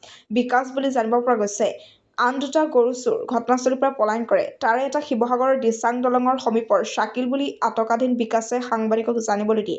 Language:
Assamese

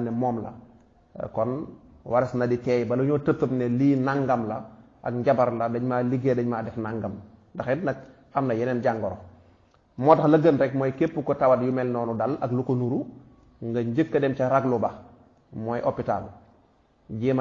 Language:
Wolof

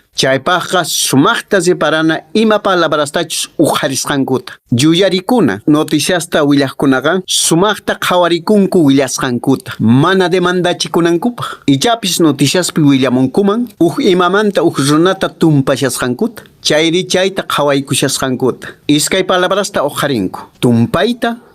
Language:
Quechua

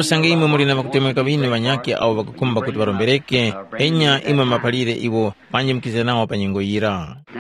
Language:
Tumbuka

